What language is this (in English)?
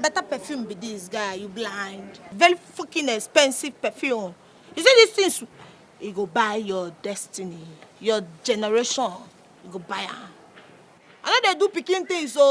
Nigerian Pidgin